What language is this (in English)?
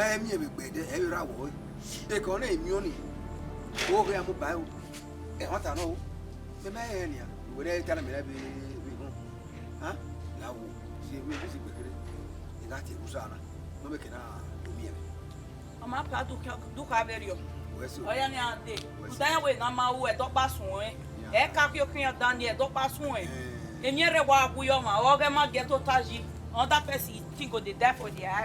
Bini